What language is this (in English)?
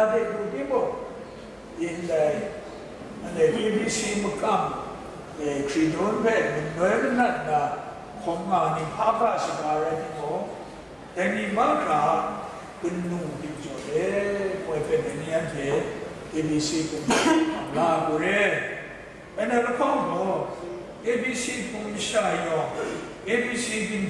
Kachin